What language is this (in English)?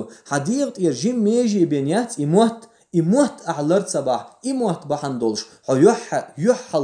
Chechen